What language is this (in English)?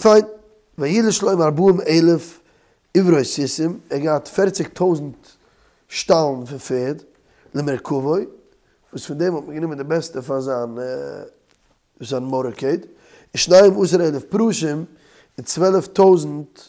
Yiddish